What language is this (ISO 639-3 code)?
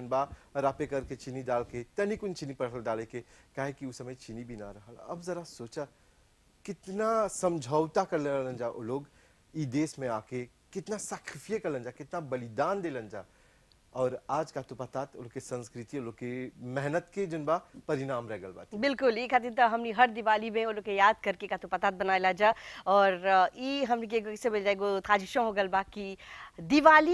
bho